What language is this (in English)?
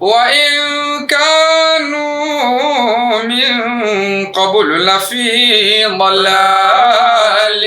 Yoruba